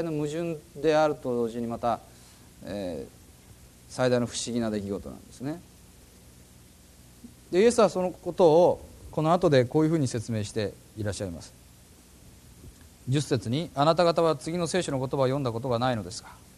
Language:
Japanese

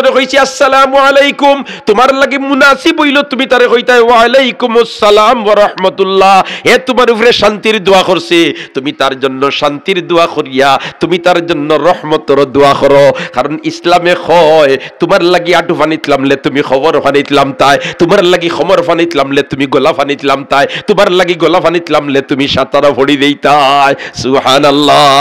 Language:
Sylheti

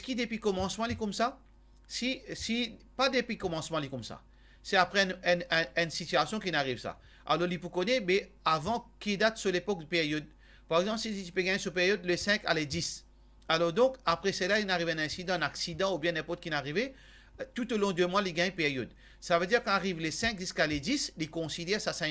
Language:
Morisyen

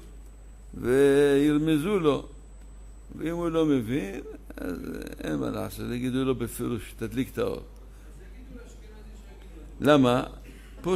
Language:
Hebrew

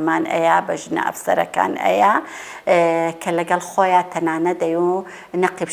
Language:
Central Kurdish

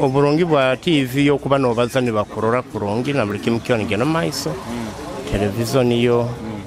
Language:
Nyoro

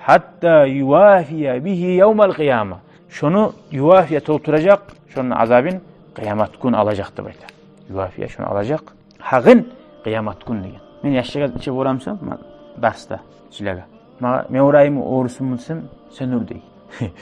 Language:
Kumyk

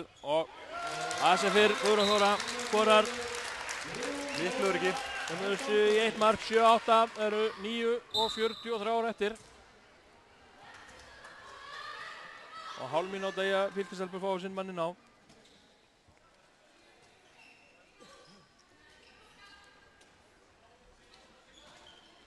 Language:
Icelandic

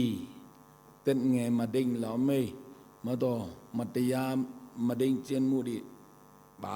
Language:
Tedim Chin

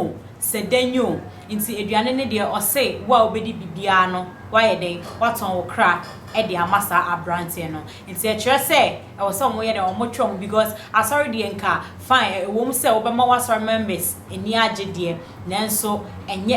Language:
Akan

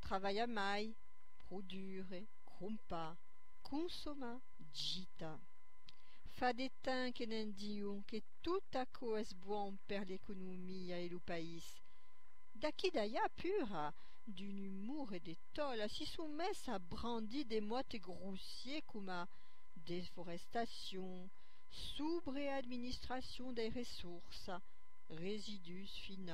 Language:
Occitan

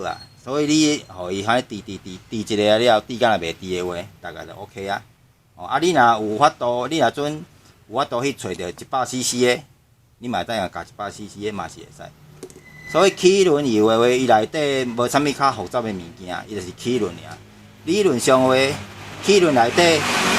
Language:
Min Nan Chinese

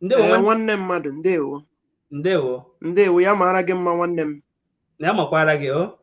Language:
Igbo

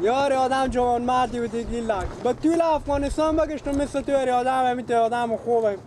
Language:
Persian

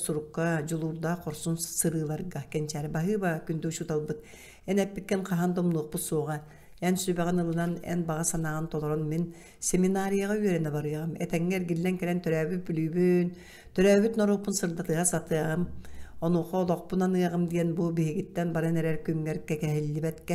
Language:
Yakut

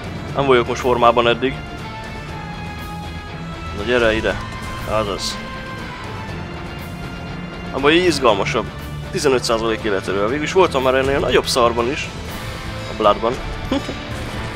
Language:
Hungarian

